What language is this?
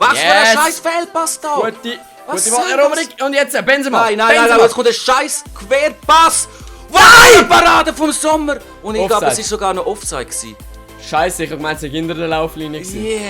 Swiss German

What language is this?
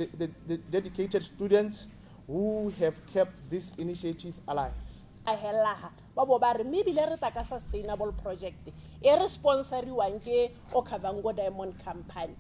Tswana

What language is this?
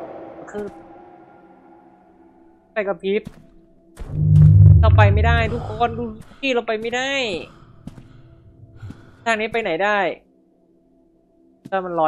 Thai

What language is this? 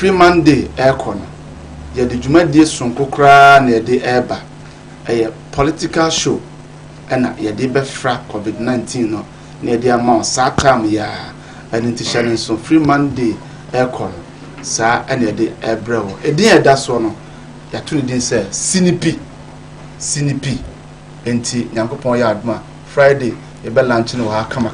Akan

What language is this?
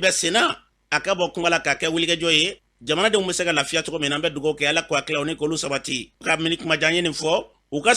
Bambara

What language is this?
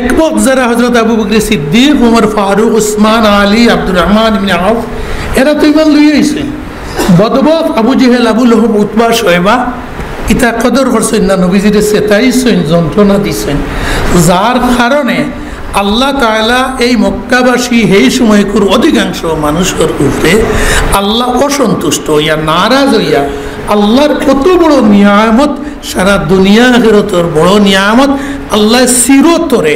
Sylheti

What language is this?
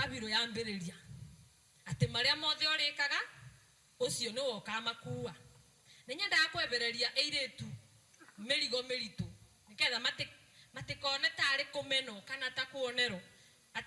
Kikuyu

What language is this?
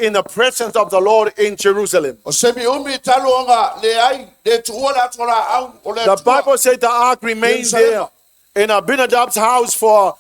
Samoan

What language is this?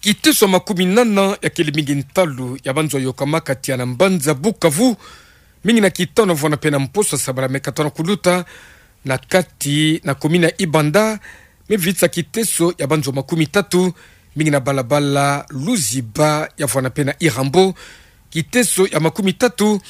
Kituba (Democratic Republic of Congo)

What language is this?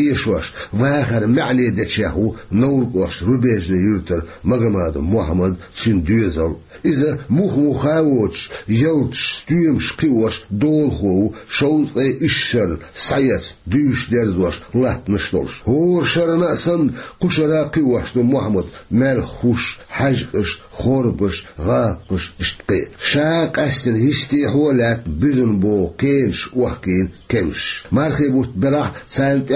Chechen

